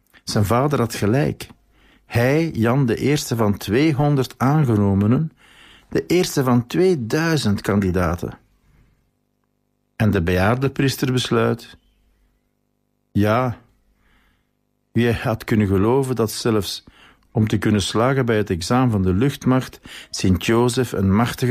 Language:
Dutch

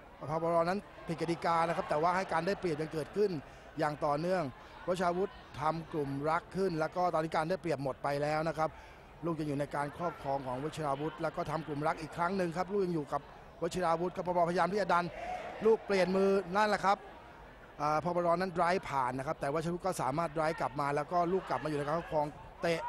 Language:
Thai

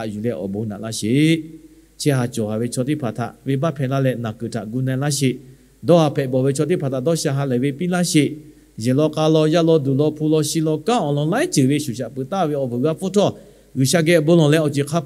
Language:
Lahu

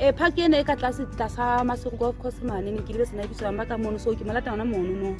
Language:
Southern Sotho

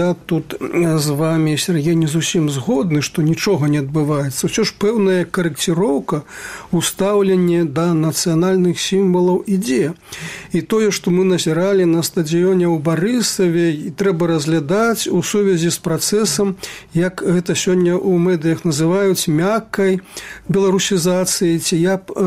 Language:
Belarusian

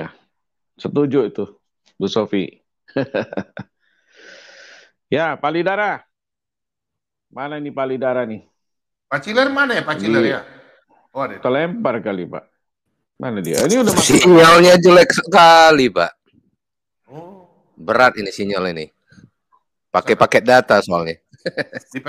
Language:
Indonesian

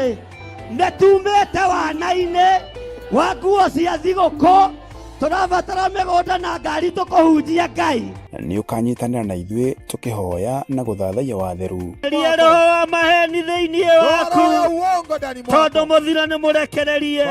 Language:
Kikuyu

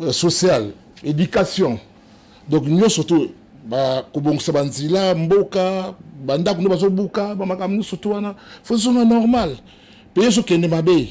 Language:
Lingala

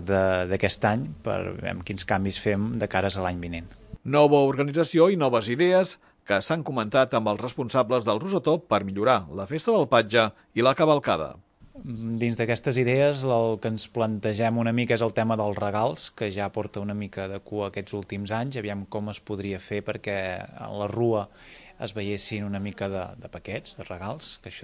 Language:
Catalan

